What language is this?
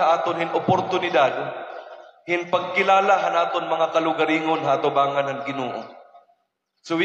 Waray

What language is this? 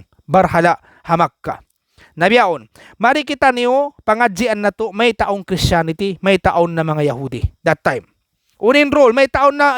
Tausug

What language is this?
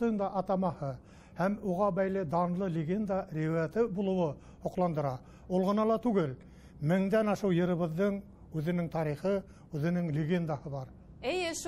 Bashkir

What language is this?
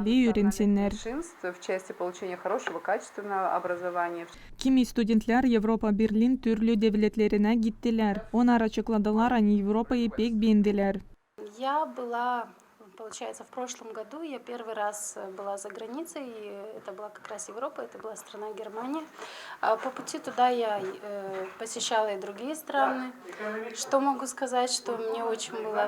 Gagauz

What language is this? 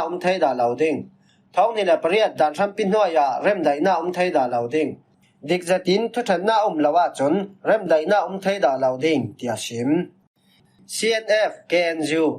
Falam Chin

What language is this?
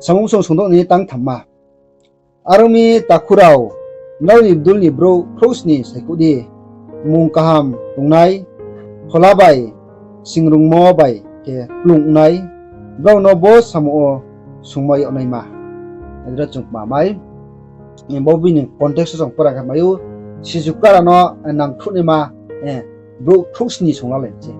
Riang (India)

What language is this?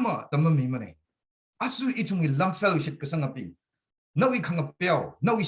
Tangkhul Naga (India)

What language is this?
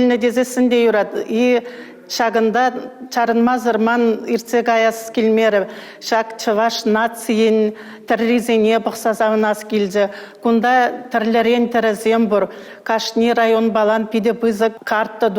Chuvash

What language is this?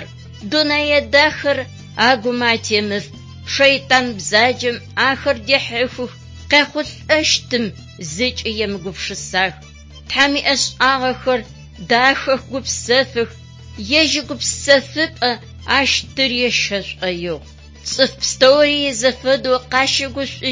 Adyghe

